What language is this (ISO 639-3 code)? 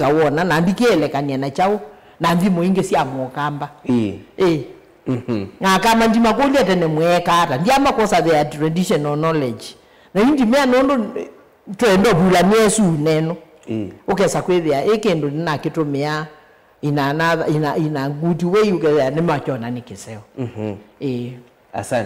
kam